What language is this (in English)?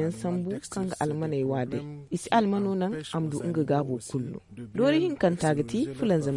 Zarma